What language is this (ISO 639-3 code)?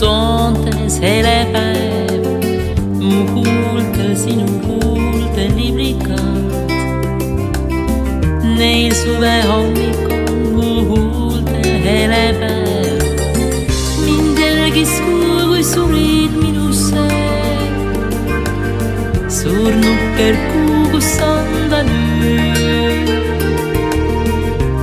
est